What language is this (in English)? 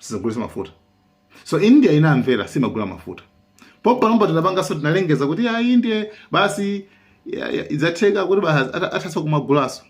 Nyanja